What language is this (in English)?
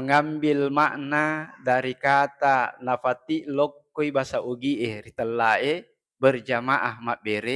Buginese